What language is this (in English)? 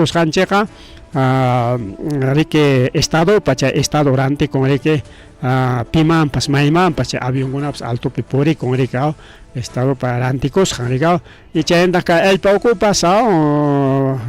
Ayacucho Quechua